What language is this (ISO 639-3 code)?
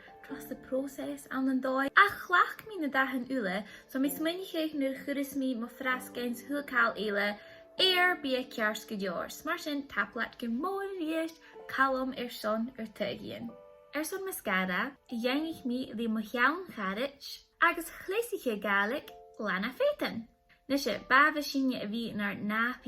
gla